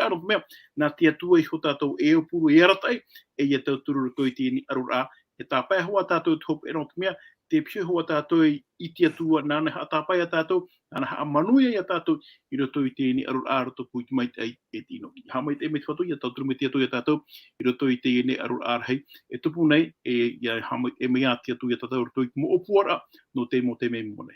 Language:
Tahitian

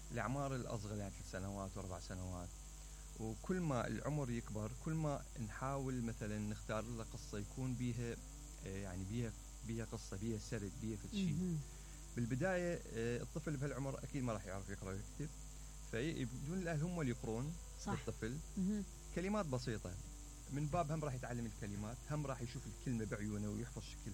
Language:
Mesopotamian Arabic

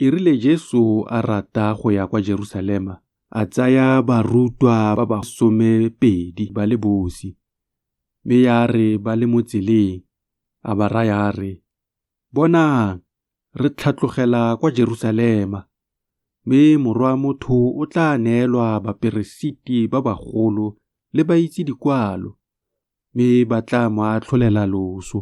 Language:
Tswana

